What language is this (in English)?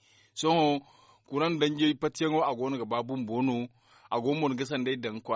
Zarma